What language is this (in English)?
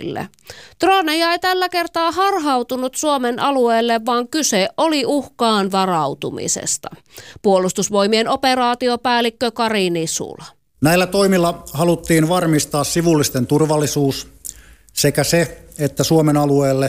Finnish